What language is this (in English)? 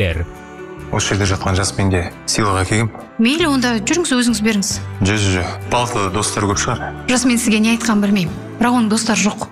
Kazakh